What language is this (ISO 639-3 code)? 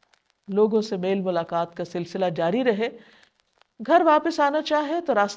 urd